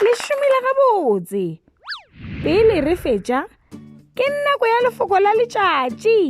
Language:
Northern Sotho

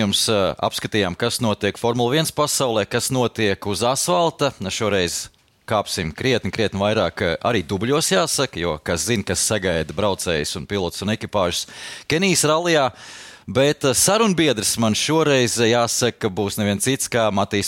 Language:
Latvian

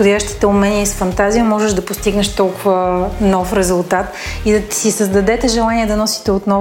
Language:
Bulgarian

